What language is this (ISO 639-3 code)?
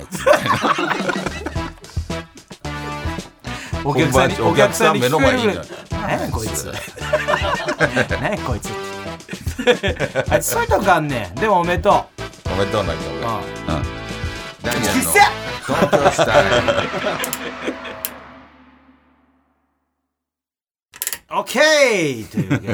jpn